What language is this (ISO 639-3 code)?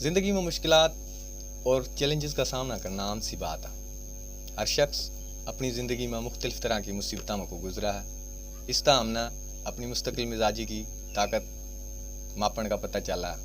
bgc